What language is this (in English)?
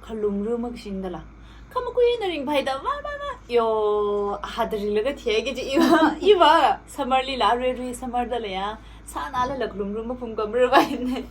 Tangkhul Naga (India)